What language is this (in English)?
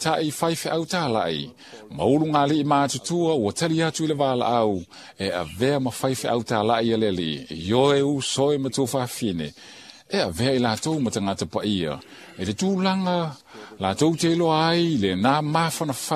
Samoan